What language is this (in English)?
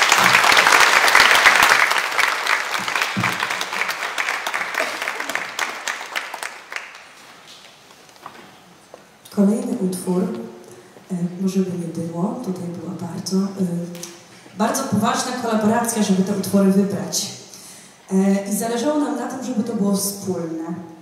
Polish